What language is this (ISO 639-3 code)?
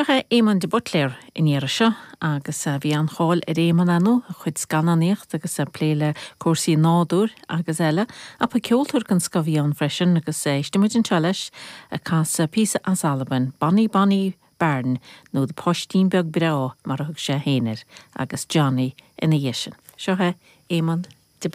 gle